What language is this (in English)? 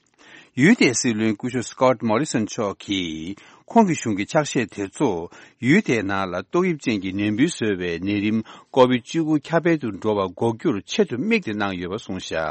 Tibetan